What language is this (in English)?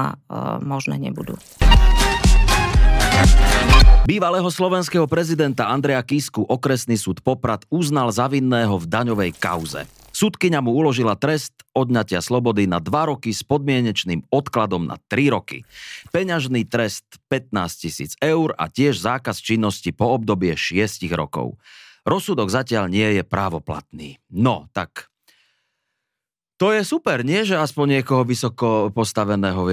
Slovak